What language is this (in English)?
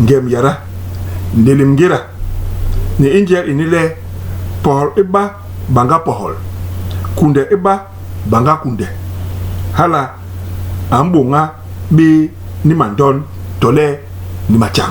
Basaa